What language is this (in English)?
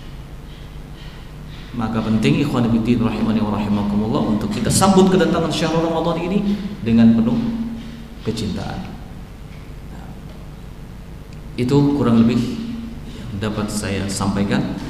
Indonesian